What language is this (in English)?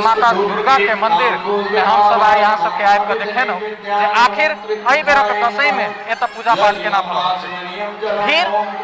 Maithili